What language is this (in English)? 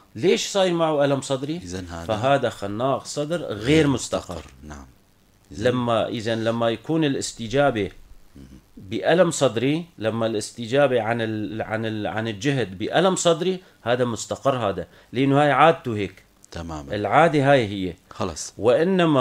North Levantine Arabic